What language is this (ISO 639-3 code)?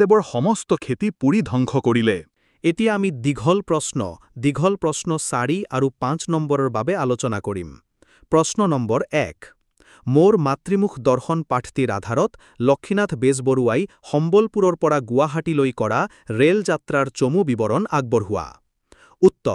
asm